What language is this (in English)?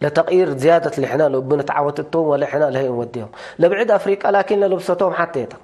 Tigre